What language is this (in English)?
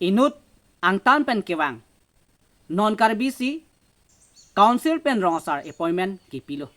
Karbi